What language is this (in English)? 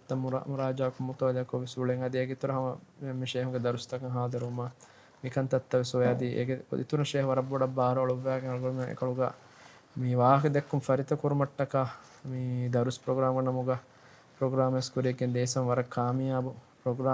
Divehi